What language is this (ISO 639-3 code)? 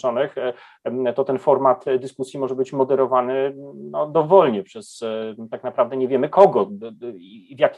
pol